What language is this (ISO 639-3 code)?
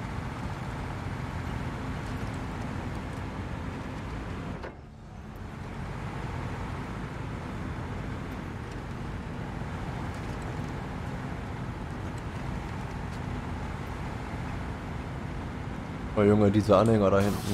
deu